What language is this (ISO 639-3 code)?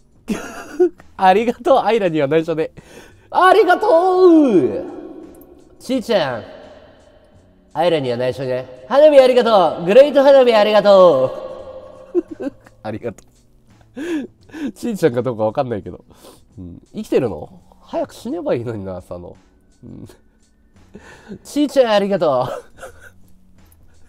jpn